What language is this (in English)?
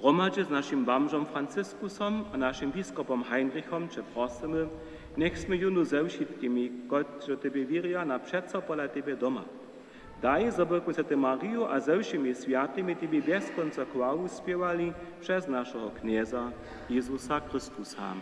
Upper Sorbian